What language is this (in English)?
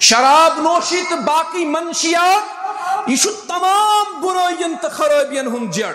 Kashmiri